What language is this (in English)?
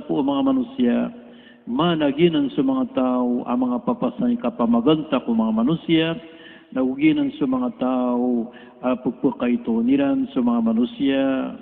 Maranao